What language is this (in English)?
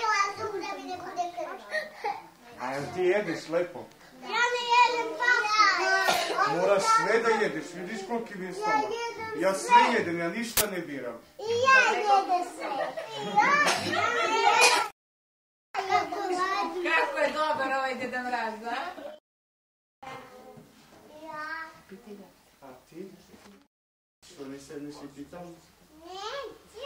Serbian